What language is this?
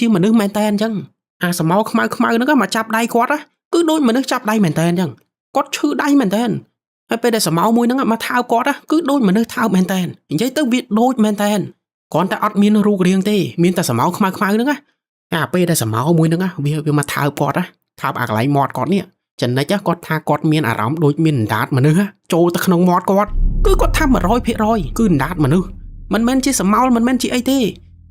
Khmer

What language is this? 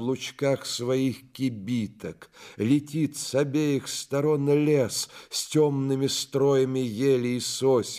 Russian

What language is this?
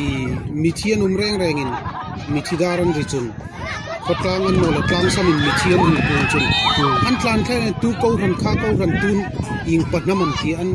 Hmar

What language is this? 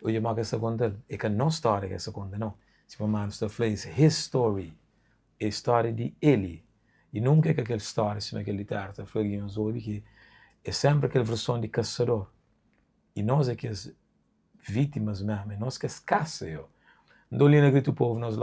Kabuverdianu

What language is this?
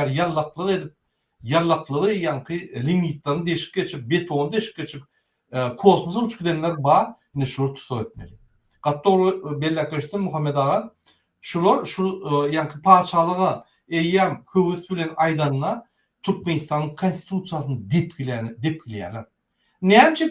Turkmen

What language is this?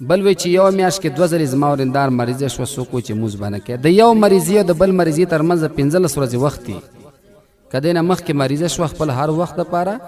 Pashto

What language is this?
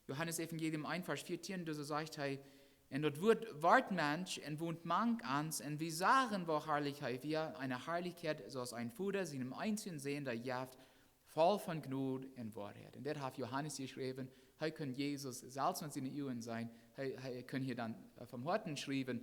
Plautdietsch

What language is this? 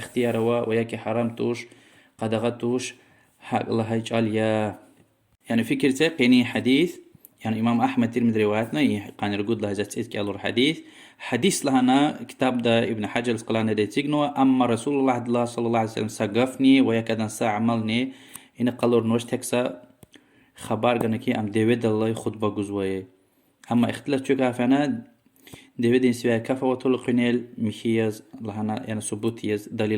Lezghian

